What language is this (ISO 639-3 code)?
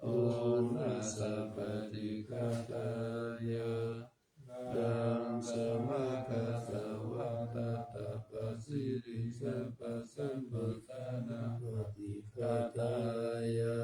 pli